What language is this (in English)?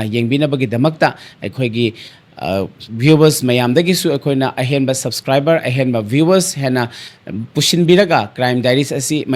Manipuri